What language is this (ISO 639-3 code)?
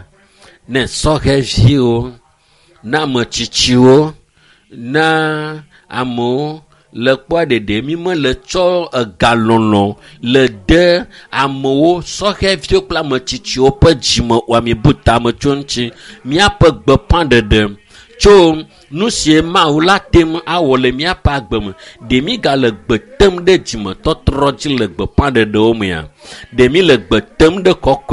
ewe